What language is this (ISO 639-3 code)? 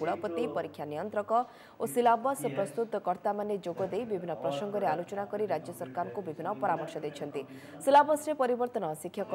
ori